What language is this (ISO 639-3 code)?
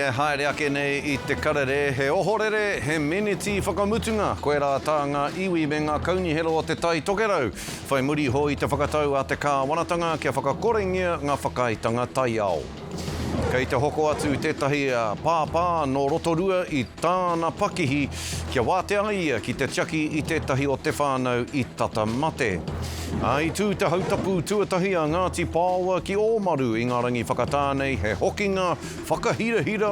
mri